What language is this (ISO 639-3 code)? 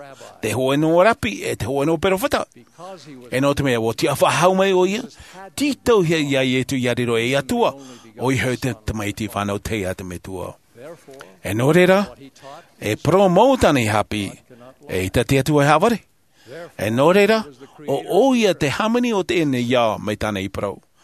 tah